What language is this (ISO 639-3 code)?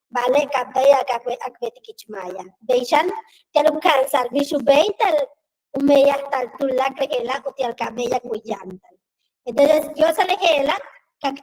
yua